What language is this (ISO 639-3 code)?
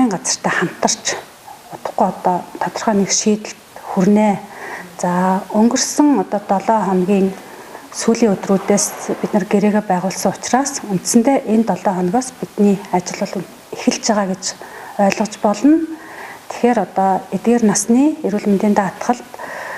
mon